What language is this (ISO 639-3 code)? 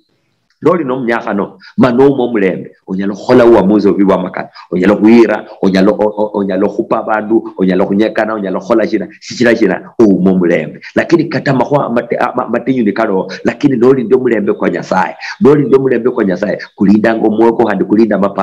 luy